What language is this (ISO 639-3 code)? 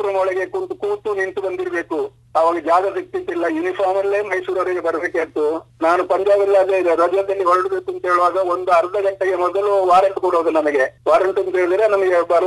kan